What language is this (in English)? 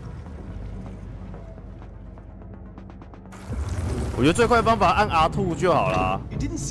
Chinese